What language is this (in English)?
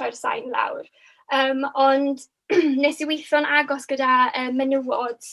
Welsh